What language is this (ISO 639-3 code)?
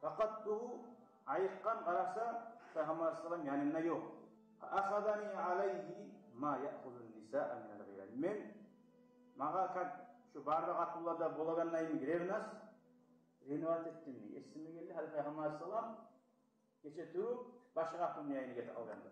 kum